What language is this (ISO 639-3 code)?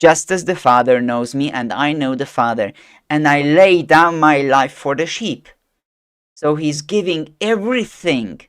eng